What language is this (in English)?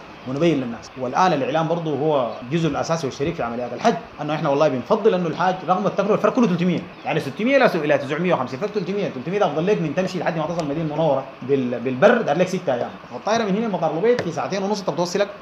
Sudanese Arabic